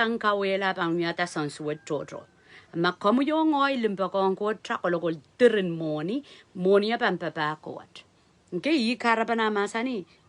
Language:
Pohnpeian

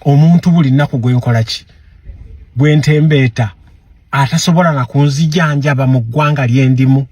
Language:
Ganda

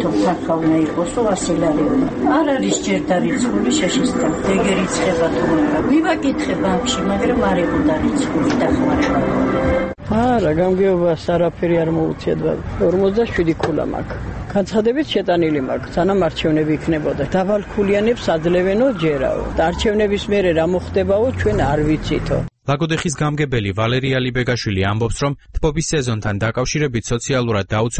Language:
Georgian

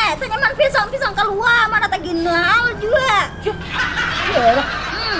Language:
Banjar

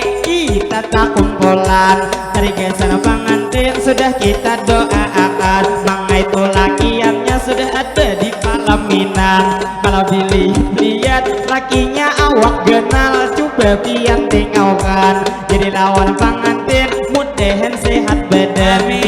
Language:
Banjar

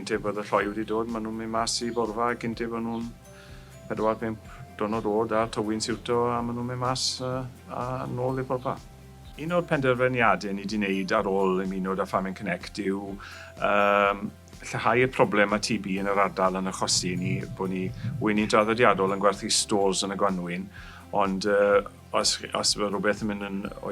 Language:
Welsh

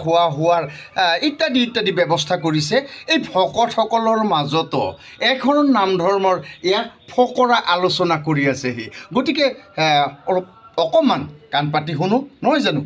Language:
Assamese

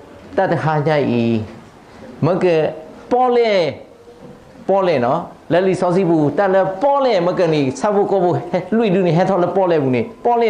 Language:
S'gaw Karen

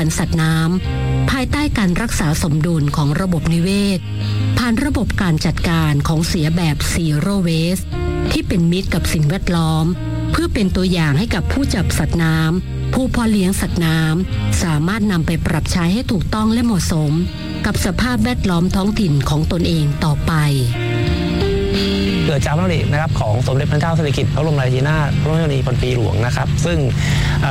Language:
Thai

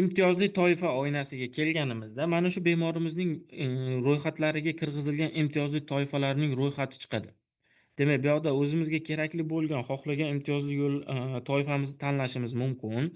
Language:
Uzbek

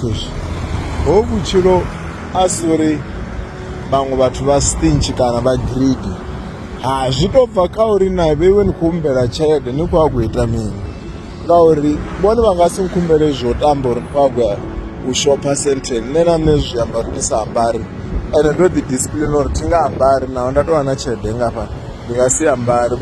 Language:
Venda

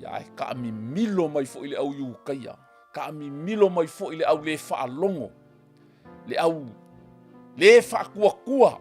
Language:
Samoan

